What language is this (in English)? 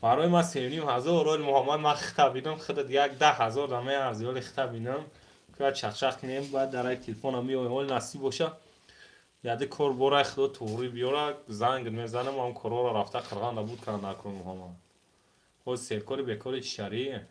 Tajik